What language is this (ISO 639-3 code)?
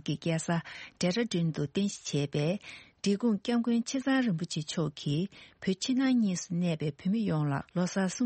bod